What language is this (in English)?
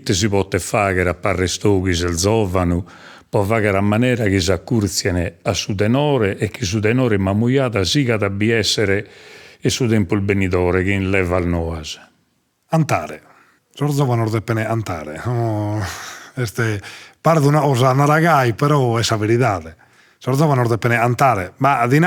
Sardinian